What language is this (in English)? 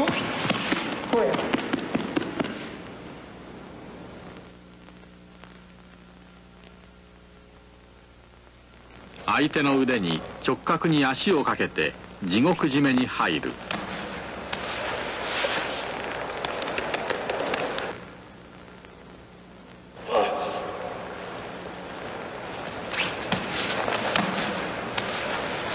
Japanese